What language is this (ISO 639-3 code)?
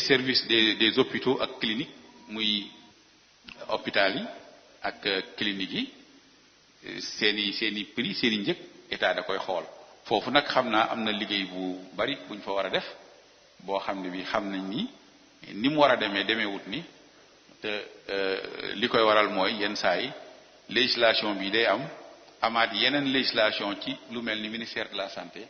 wol